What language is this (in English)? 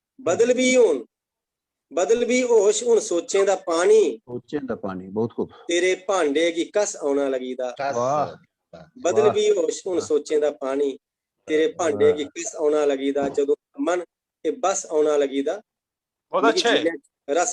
Dogri